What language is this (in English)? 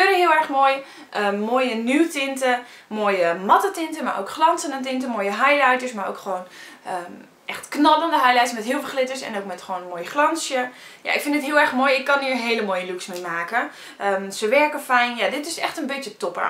Dutch